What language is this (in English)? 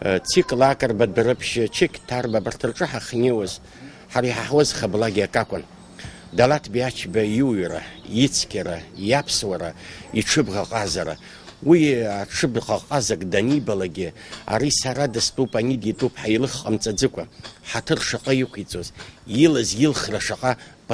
Abkhazian